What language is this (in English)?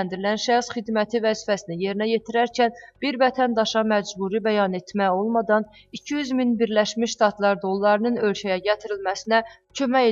Azerbaijani